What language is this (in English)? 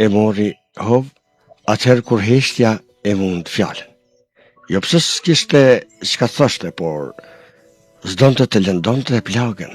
Albanian